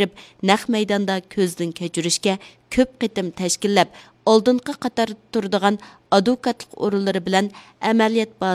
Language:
Uyghur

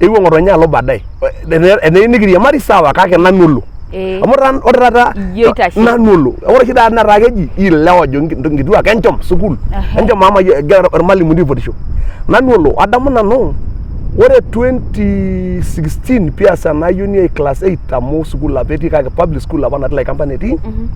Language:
Masai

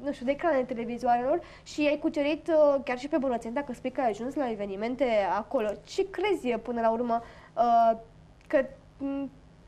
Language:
Romanian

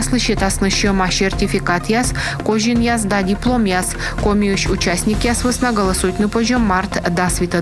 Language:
Komi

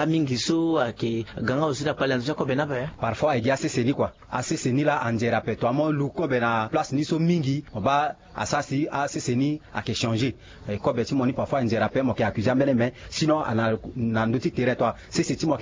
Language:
Sango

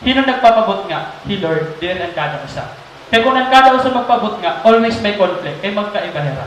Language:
Waray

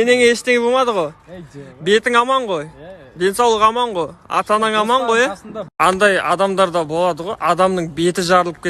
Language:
Kazakh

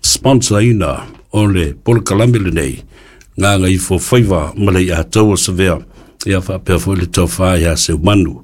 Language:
Samoan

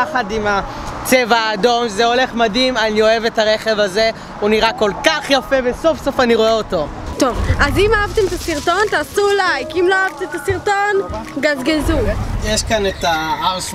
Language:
Hebrew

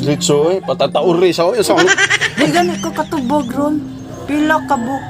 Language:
Cebuano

